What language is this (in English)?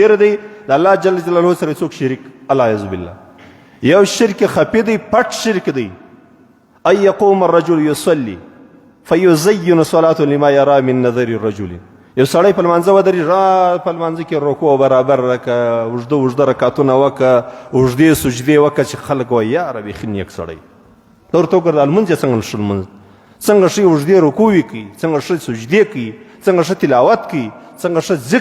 Pashto